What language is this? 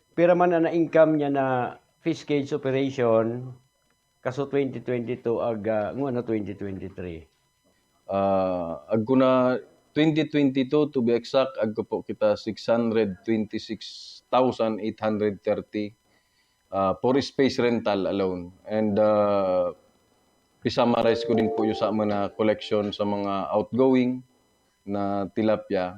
Buhi'non Bikol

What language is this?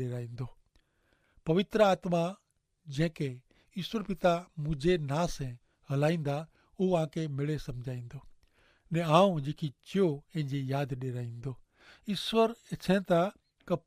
Kachhi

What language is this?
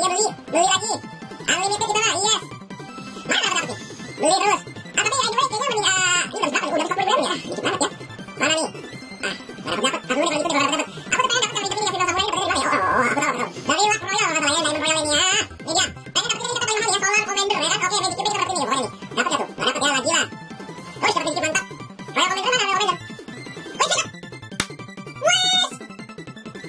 Indonesian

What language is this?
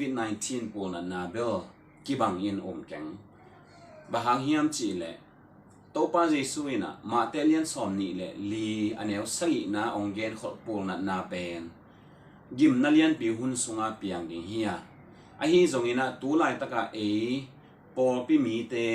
Tedim Chin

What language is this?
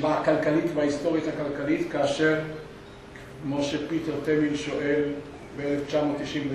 Hebrew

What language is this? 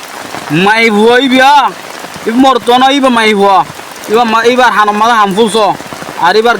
Rohingya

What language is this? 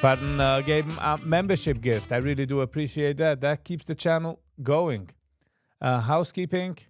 Yiddish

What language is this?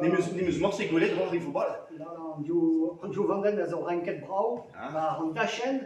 Breton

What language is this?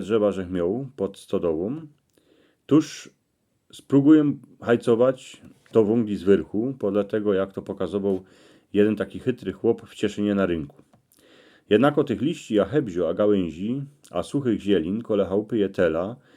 Silesian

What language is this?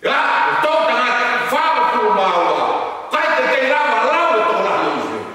Tongan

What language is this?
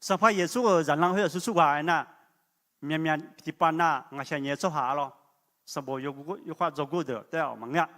Akha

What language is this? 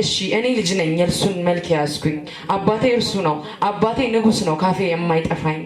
Amharic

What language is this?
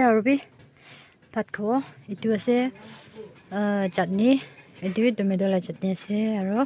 Naga Pidgin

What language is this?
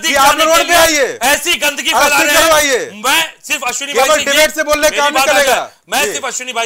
Hindi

